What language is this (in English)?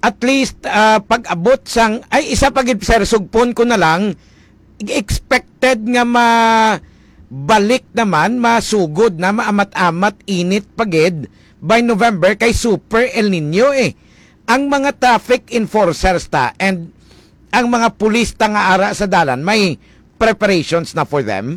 Hiligaynon